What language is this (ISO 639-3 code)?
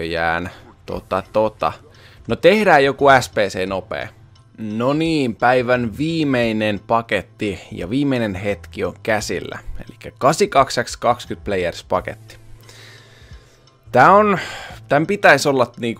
fin